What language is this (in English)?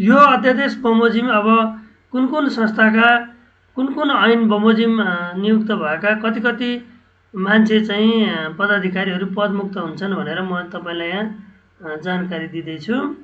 Nepali